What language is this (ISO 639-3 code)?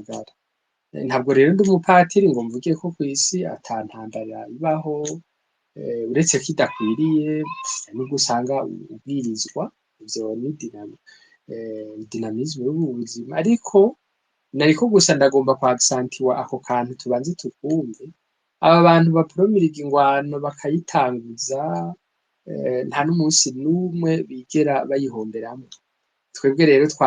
run